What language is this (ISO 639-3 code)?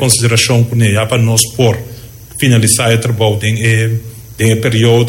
pap